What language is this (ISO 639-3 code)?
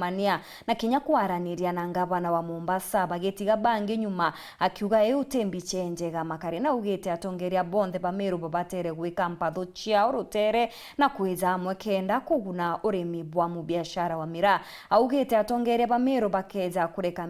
mer